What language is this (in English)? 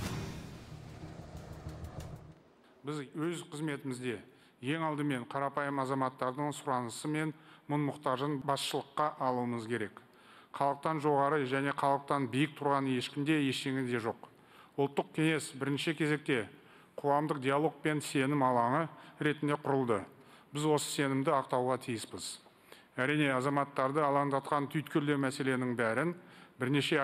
Kazakh